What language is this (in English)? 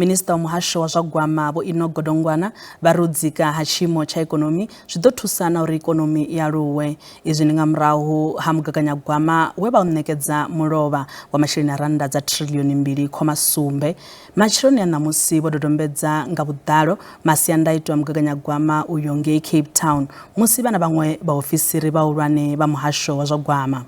Venda